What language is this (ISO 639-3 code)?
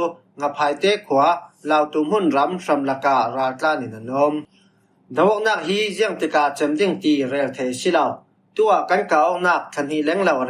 cfm